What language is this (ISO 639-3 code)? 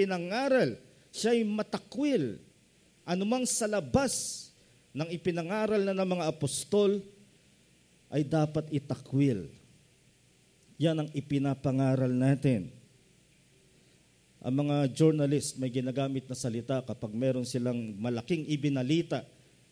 fil